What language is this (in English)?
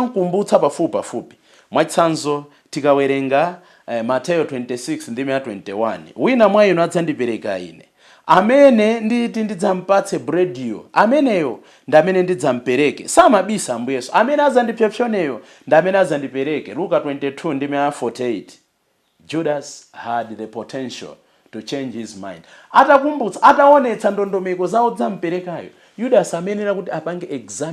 Nyanja